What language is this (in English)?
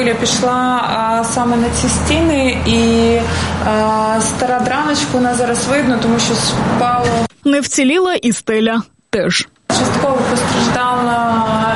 Ukrainian